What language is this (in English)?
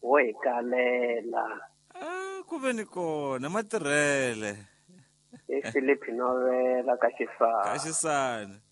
Tsonga